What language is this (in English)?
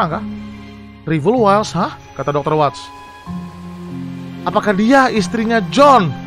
Indonesian